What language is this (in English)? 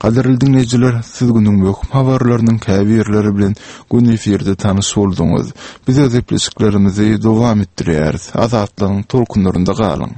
Turkmen